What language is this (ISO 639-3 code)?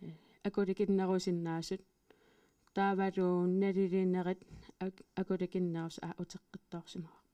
kal